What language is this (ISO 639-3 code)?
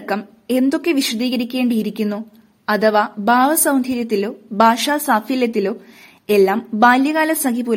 mal